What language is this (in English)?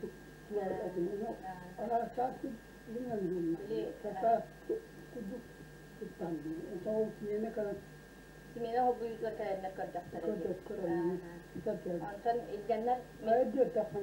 Yakut